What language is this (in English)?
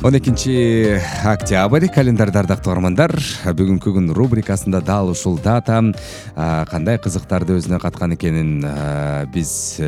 Kyrgyz